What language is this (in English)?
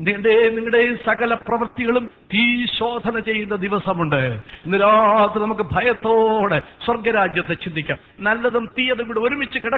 Malayalam